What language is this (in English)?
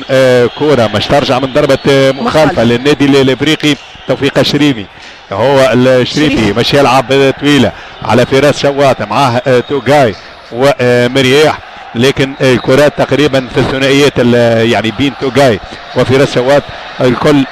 Tunisian Arabic